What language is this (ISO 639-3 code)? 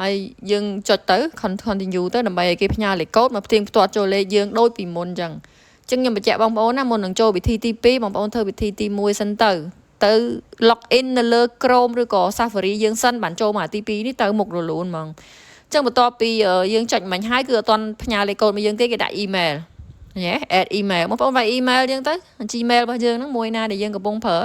khm